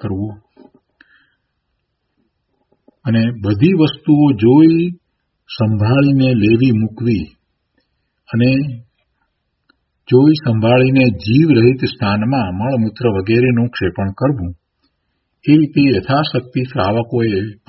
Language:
Gujarati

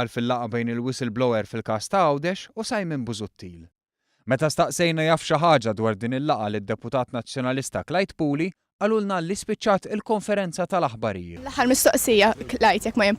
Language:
Maltese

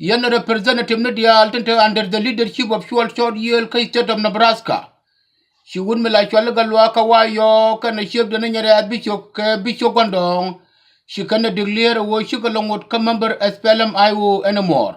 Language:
Nuer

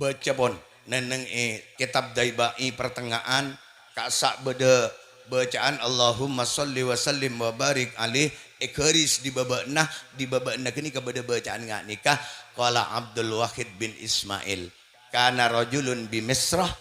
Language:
Madurese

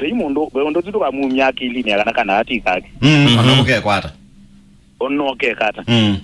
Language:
Kamba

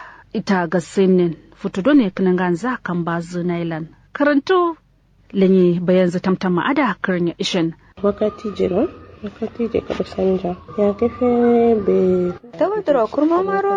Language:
Kanuri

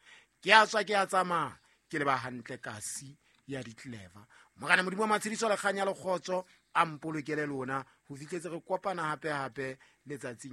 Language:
Southern Sotho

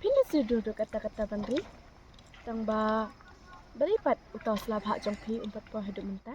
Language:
Khasi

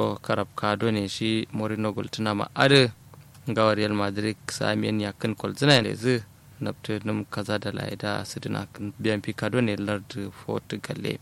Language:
Kanuri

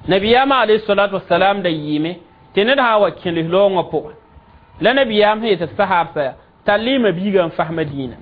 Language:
Mossi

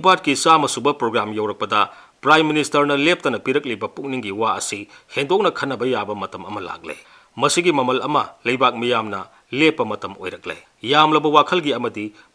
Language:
Manipuri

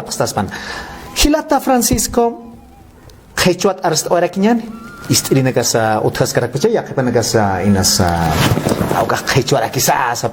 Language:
Aymara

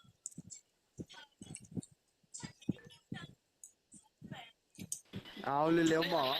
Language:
Lao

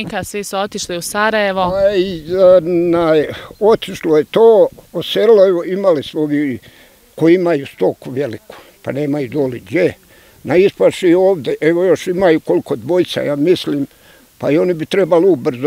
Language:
Bosnian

